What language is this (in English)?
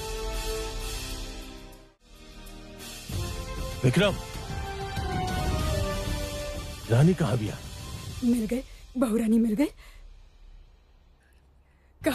Bhojpuri